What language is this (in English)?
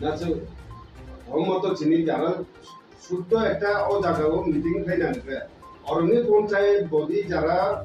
Kok Borok